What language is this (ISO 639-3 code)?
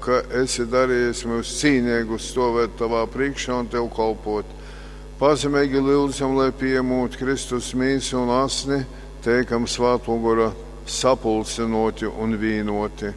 ltg